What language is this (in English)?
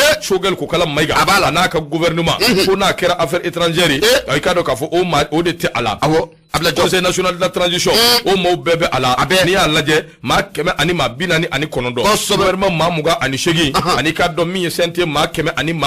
Bambara